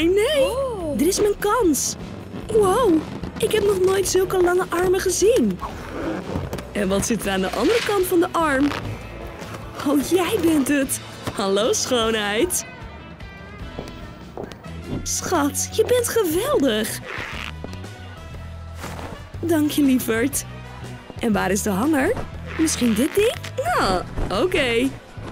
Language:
Dutch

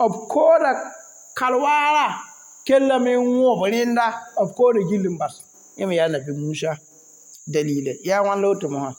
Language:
Mossi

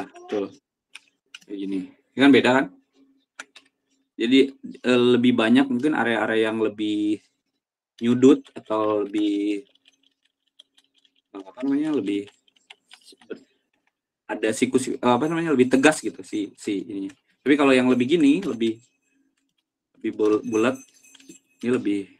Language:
Indonesian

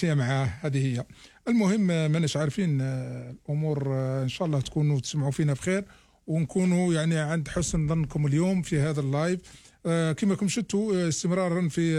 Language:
Algerian Arabic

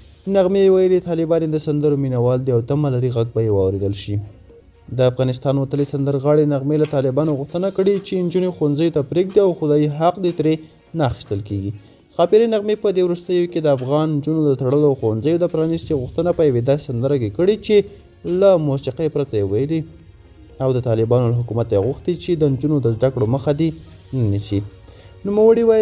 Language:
Pashto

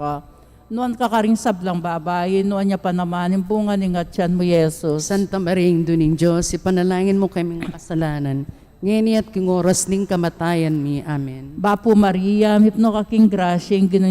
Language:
Pampanga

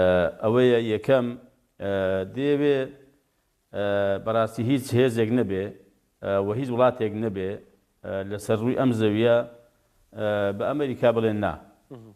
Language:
Central Kurdish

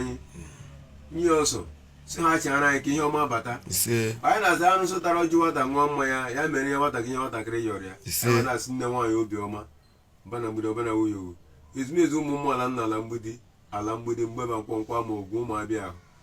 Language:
Igbo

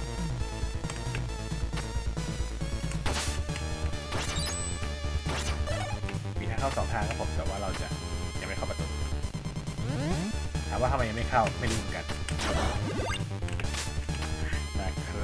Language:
Thai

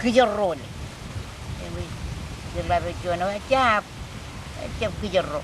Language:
Marshallese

